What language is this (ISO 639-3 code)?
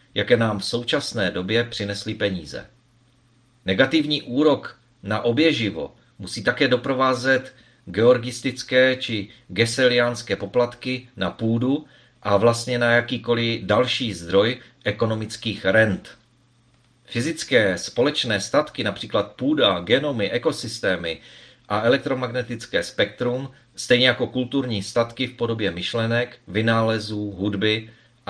ces